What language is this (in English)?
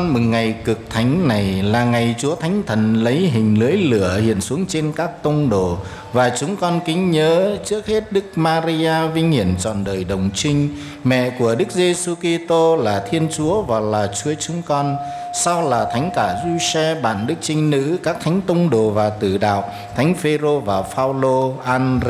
Vietnamese